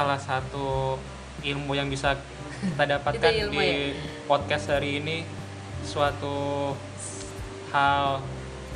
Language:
Indonesian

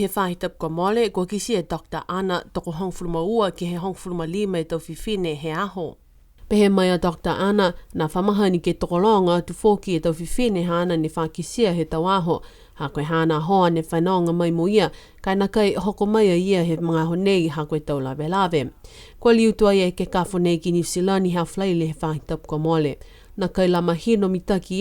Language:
Niuean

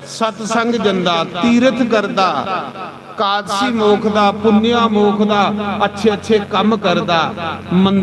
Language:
Dogri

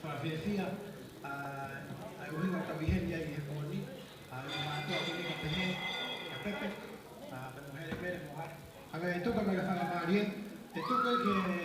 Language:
Tongan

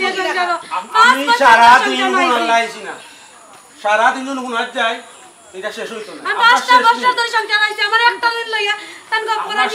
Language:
Sylheti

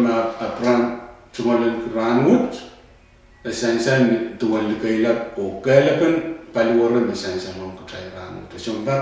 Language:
Pohnpeian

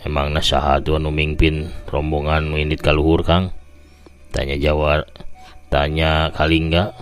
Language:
Sundanese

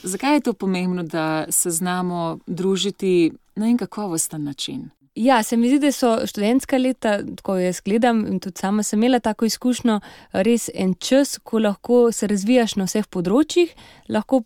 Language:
Slovenian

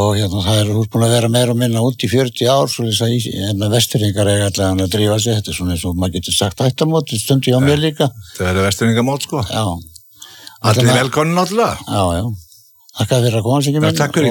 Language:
Icelandic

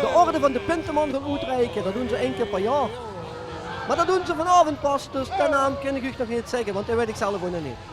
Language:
Limburgish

